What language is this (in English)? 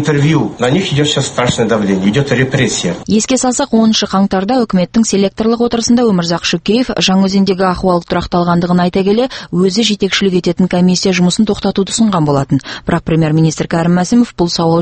Kazakh